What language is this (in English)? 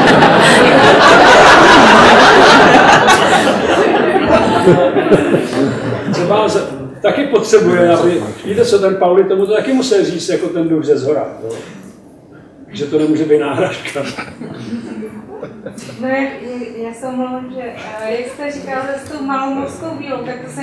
Czech